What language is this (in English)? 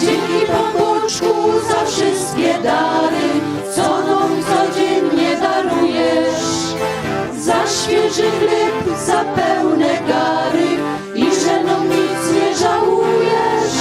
Silesian